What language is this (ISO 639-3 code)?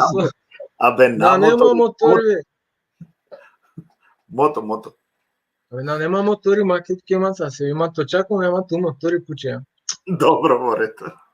rmn